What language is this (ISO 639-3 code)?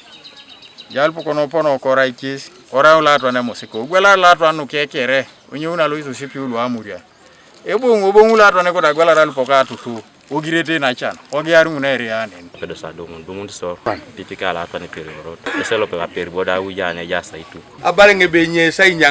teo